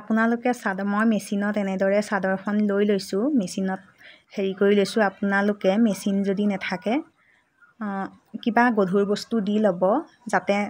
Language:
Assamese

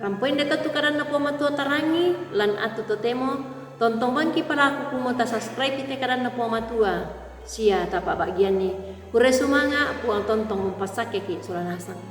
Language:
Toraja-Sa'dan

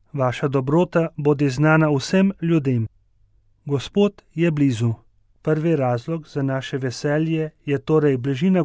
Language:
Slovenian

